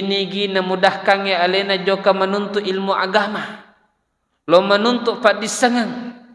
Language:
Buginese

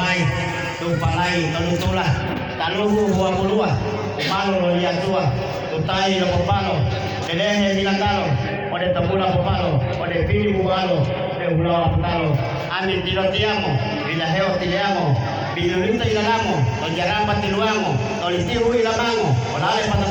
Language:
Gorontalo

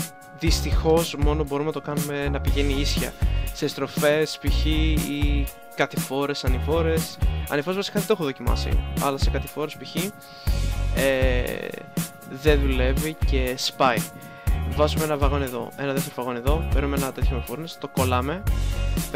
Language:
Greek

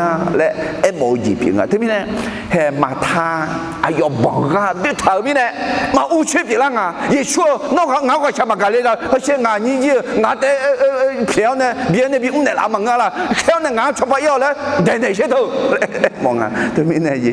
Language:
Akha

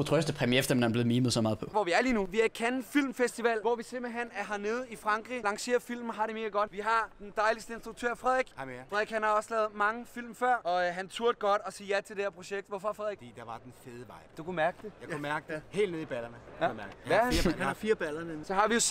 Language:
Danish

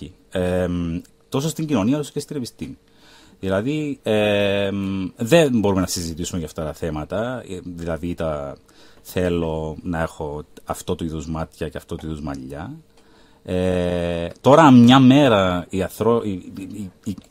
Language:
Greek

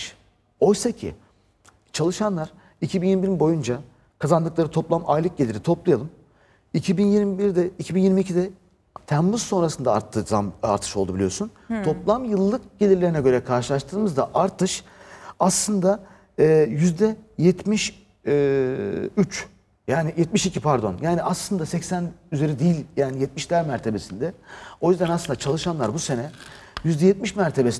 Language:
Turkish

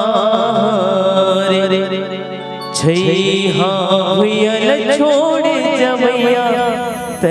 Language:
Chhattisgarhi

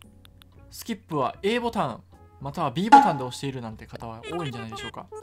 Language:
Japanese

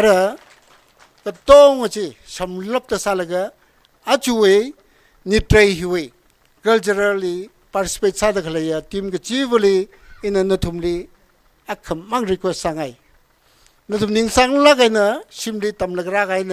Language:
Tangkhul Naga (India)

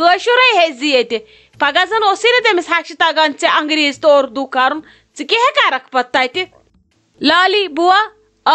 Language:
Kashmiri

